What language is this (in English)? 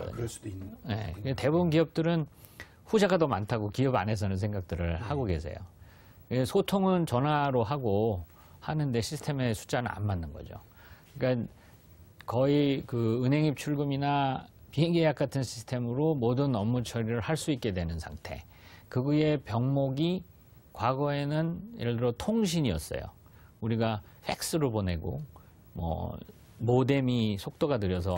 Korean